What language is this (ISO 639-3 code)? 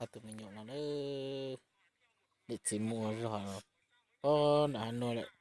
hmn